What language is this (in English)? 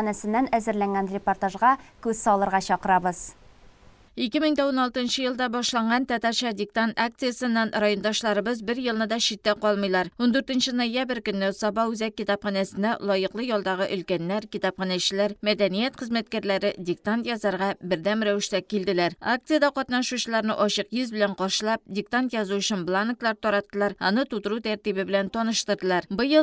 Tatar